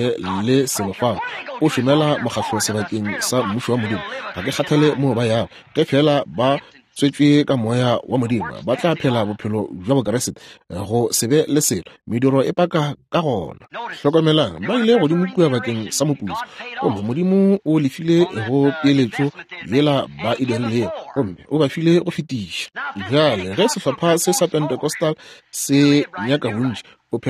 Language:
Northern Sotho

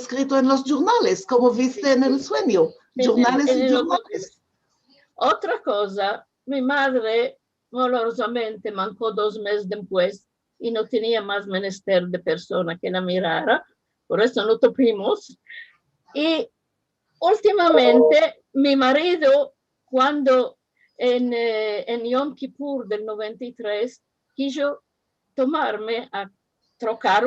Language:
Ladino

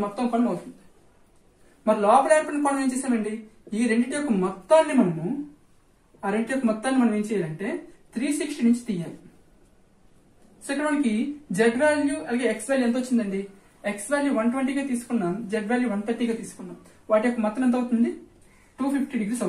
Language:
Telugu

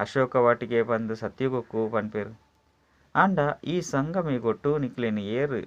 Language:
Tulu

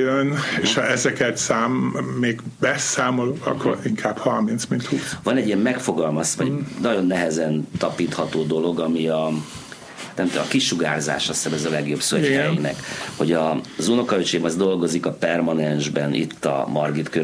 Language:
Hungarian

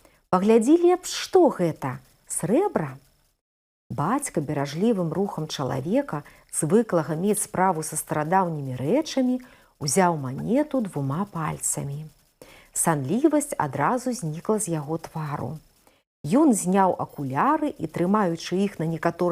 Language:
Belarusian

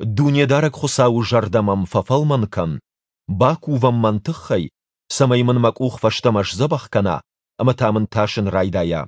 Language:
Ossetic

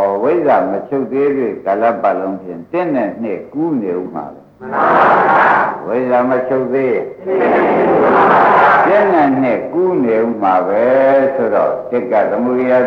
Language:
Burmese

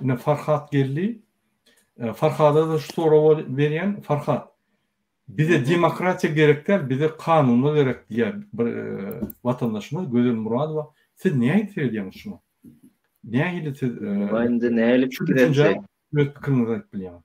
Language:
Turkmen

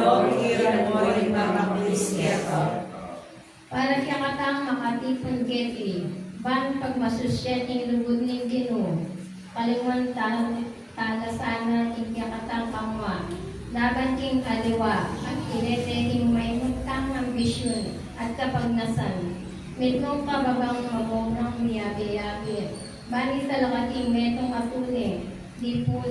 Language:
Pampanga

